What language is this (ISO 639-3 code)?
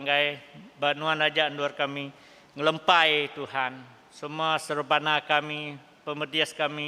iba